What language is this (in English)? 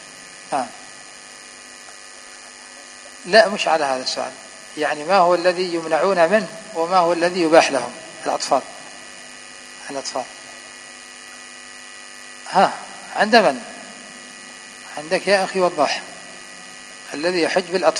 Arabic